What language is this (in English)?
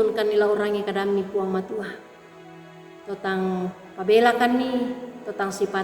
Toraja-Sa'dan